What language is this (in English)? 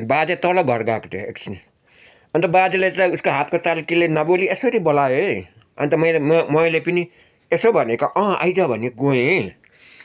Nepali